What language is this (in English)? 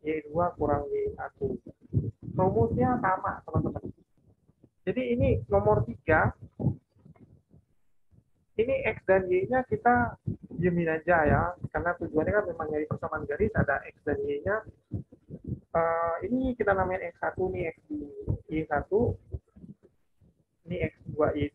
Indonesian